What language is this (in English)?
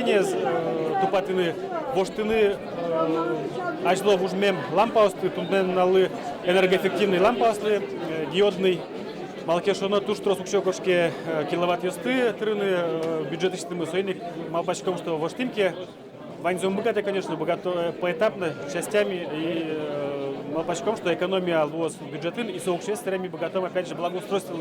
Udmurt